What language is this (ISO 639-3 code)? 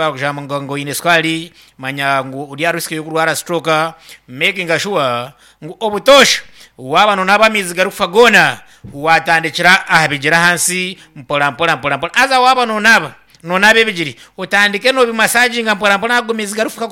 nyn